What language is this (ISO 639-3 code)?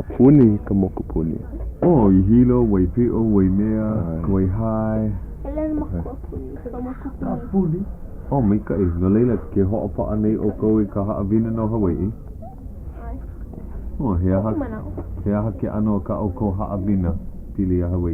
haw